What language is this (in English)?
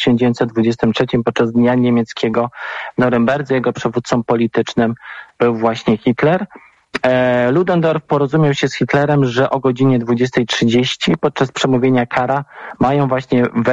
Polish